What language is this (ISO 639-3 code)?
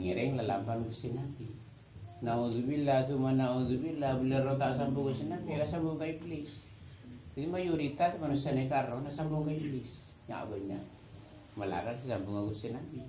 mad